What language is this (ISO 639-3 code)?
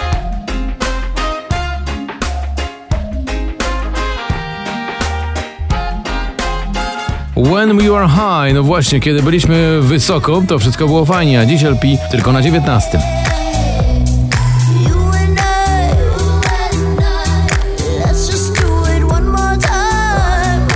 pol